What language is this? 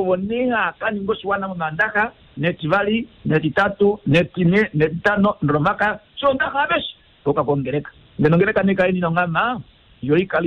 Kuanyama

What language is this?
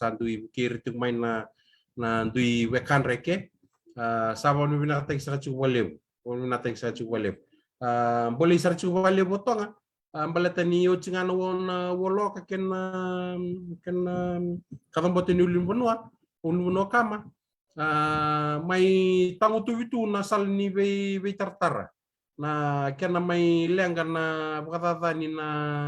Fijian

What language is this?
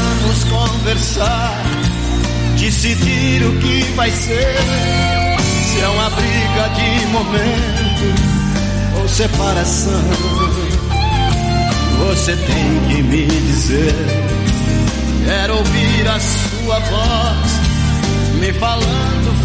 Portuguese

